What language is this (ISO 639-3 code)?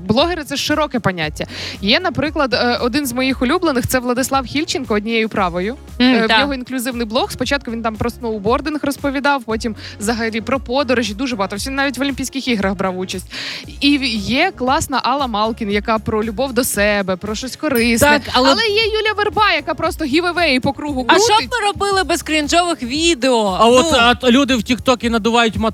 ukr